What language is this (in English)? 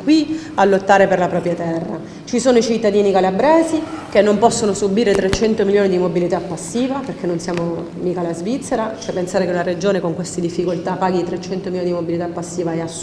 Italian